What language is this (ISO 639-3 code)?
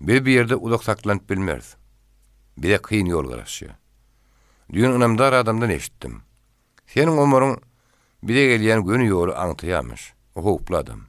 tuk